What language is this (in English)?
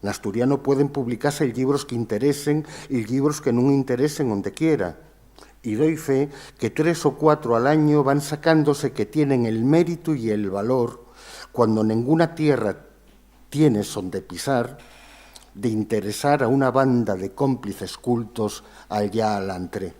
Asturian